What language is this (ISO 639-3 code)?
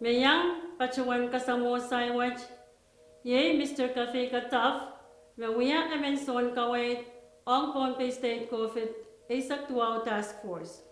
pon